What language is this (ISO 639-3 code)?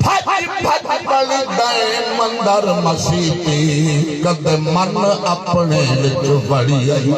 skr